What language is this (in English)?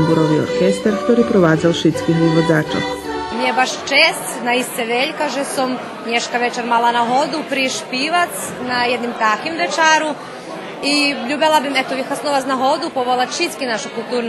Rusyn